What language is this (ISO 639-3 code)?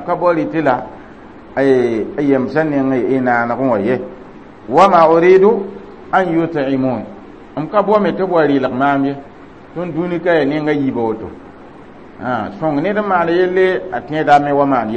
mos